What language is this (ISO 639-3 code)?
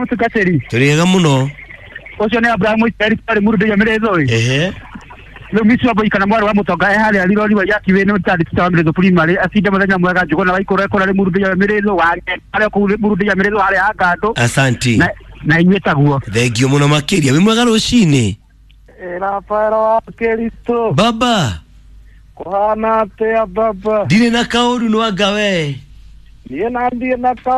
kik